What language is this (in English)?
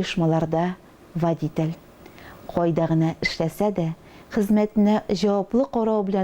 Tatar